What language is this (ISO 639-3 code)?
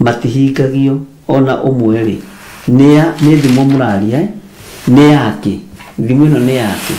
kik